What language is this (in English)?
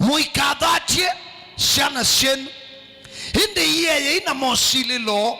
Kamba